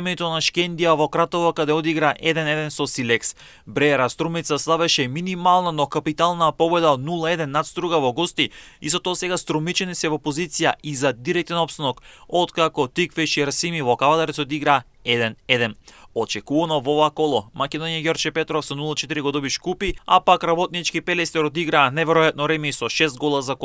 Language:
Macedonian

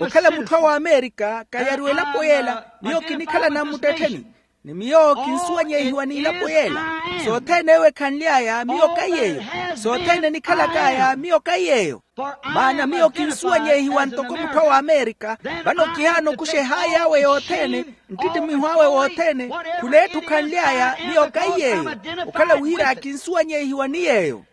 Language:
Makhuwa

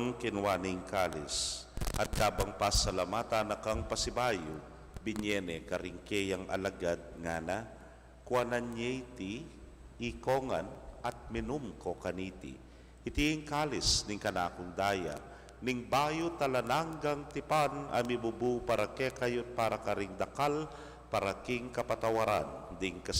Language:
Pampanga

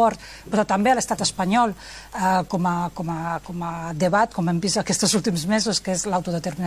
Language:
Catalan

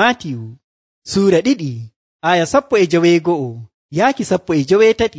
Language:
Nigerian Fulfulde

